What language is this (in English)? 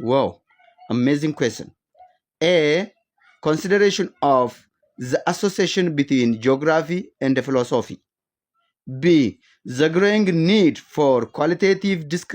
English